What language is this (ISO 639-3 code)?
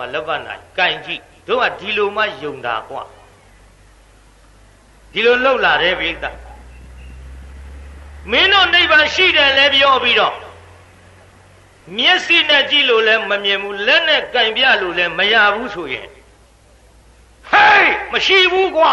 mya